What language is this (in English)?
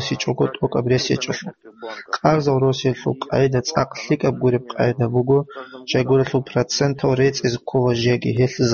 Avaric